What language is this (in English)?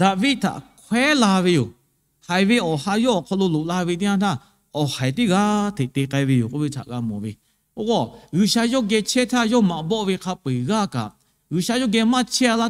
Lahu